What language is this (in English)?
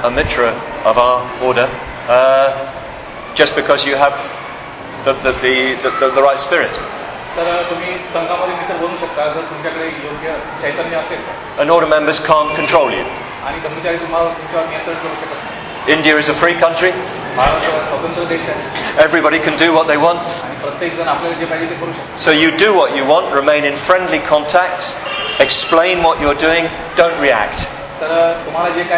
Marathi